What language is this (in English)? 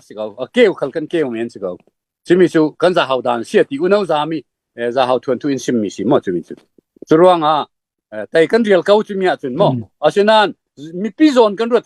Falam Chin